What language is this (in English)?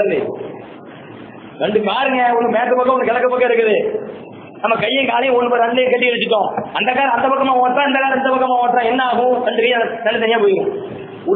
Tamil